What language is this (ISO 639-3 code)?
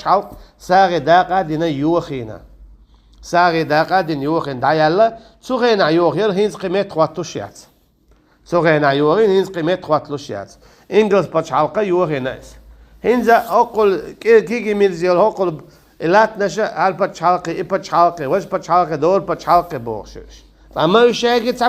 che